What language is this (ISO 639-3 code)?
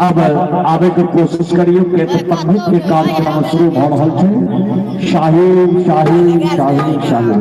mai